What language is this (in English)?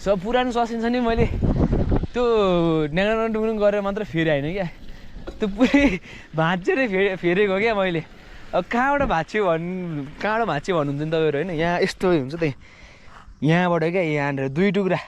Nepali